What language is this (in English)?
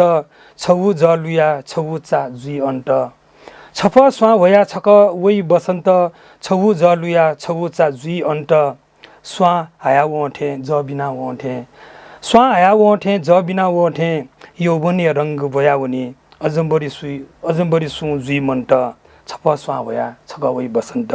Newari